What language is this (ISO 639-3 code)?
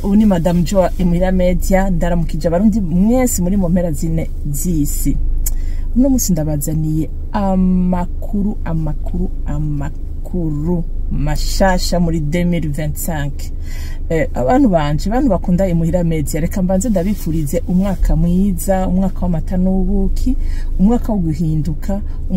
run